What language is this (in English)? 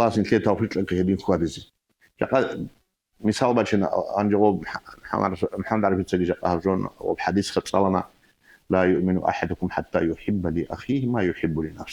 Avaric